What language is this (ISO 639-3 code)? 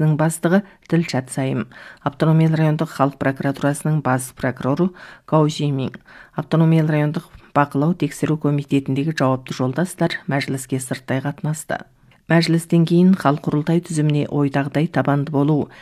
kaz